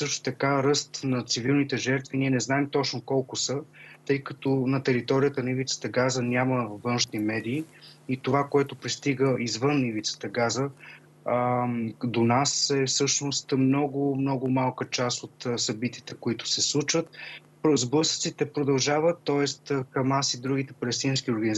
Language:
Bulgarian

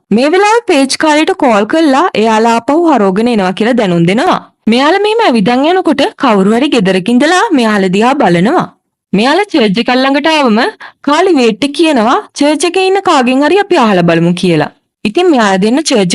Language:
Sinhala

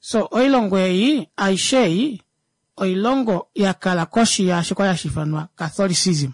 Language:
Kuanyama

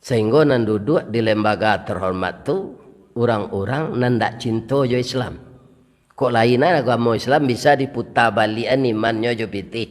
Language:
Minangkabau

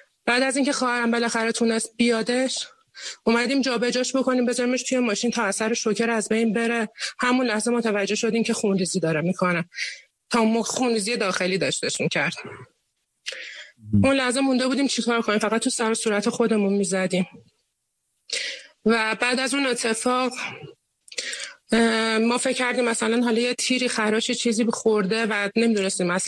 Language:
Persian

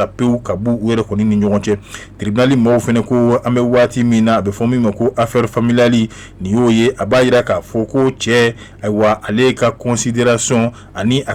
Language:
Bambara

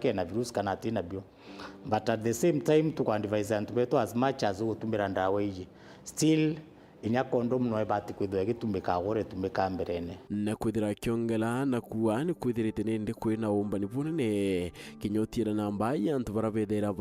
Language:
Meru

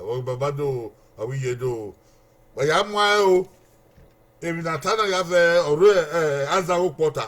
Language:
Bini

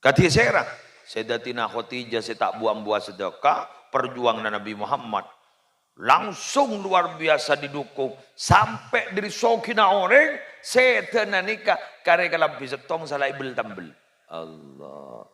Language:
Madurese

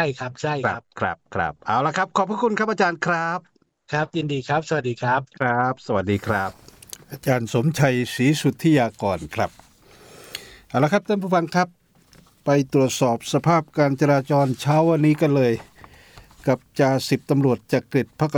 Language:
Thai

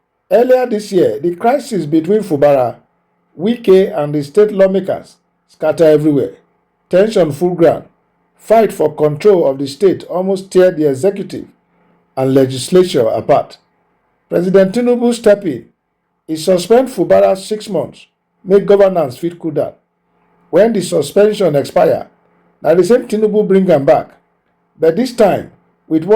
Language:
Nigerian Pidgin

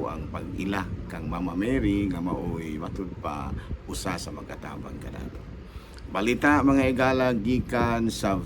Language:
Cebuano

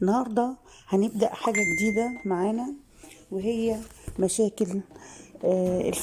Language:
Egyptian Arabic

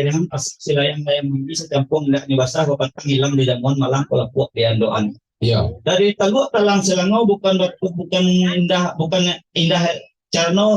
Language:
Minangkabau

